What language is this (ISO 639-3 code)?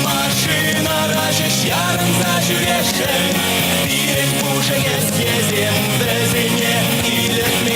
chv